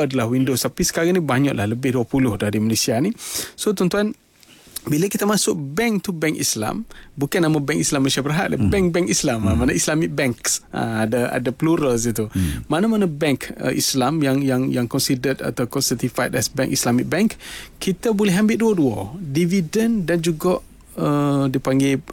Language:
Malay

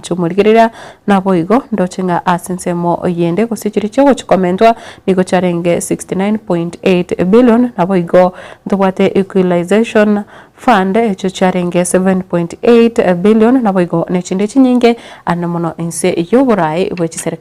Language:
Gusii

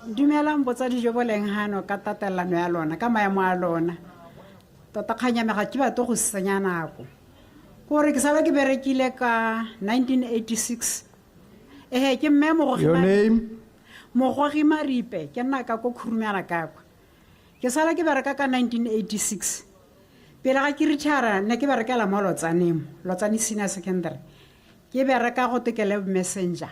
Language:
Tswana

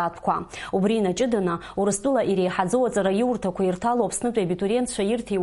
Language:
Abkhazian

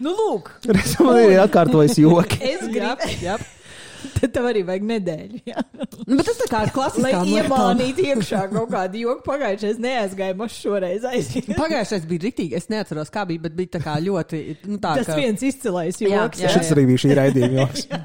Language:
Latvian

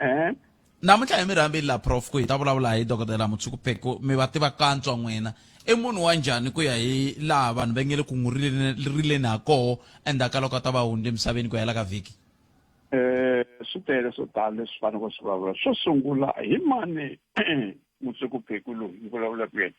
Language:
Tsonga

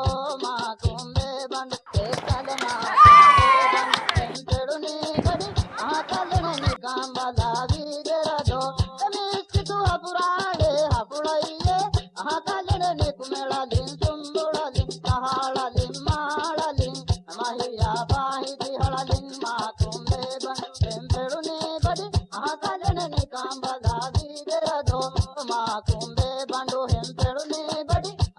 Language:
Divehi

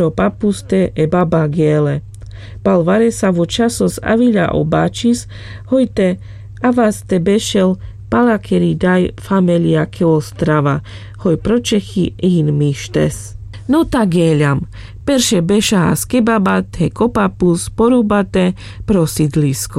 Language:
Carpathian Romani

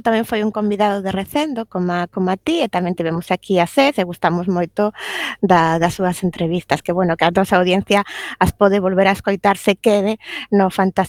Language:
Galician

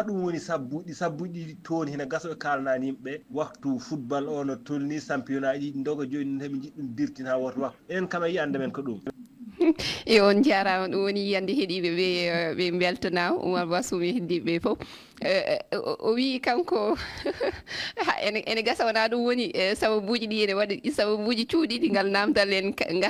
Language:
Fula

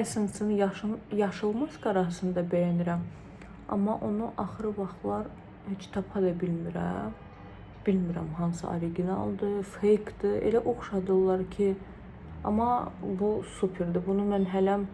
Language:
Azerbaijani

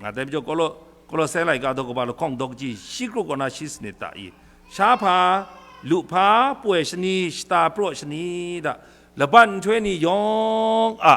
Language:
Kachin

